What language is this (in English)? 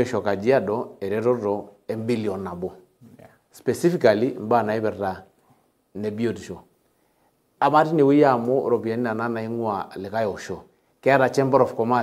Masai